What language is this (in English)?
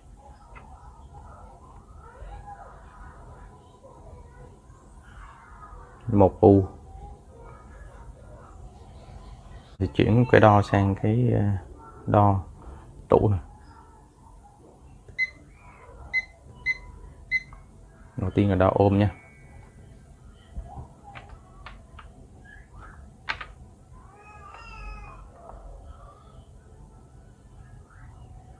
Vietnamese